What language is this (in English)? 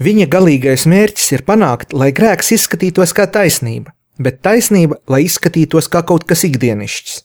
Latvian